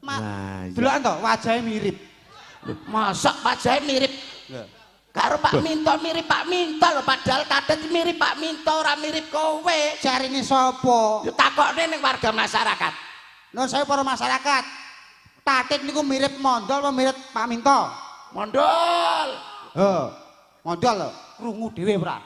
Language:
Javanese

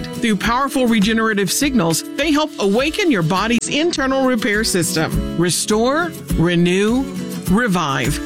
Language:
English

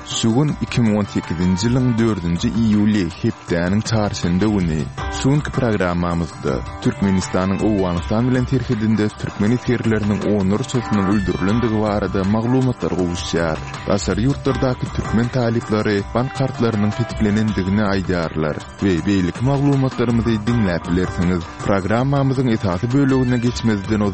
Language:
Turkmen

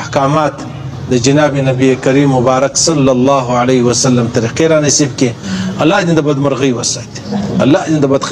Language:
Pashto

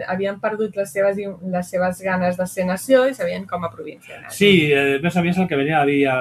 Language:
Catalan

